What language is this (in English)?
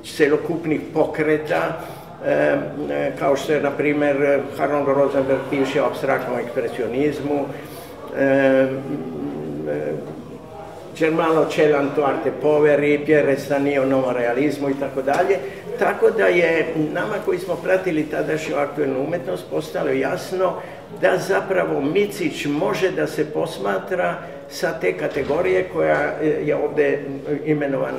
Serbian